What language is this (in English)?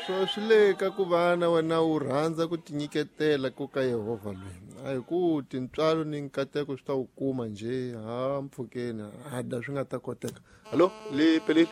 Tsonga